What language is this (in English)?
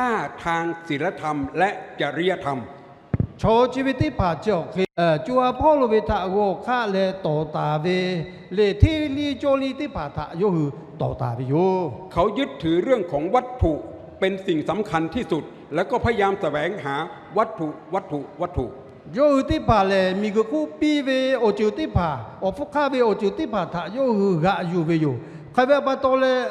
Lahu